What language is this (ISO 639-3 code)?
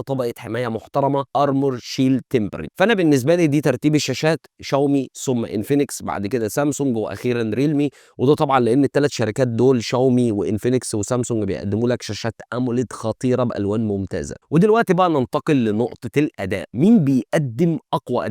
arz